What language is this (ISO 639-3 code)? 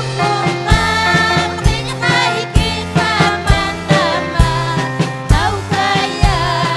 quy